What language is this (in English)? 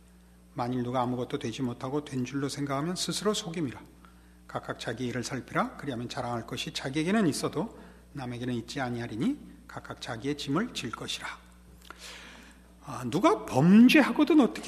Korean